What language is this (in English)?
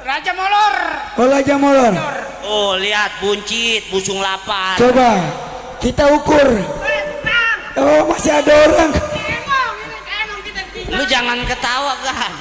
Betawi